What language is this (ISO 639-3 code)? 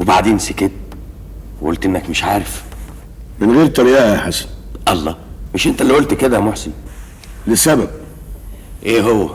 arz